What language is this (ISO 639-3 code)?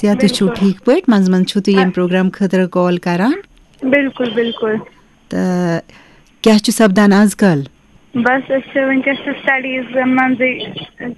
kas